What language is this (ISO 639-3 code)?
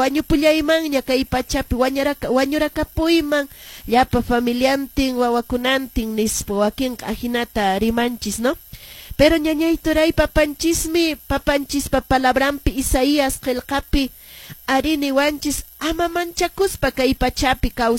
que